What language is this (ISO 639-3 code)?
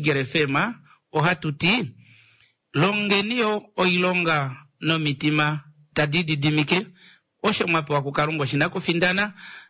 kua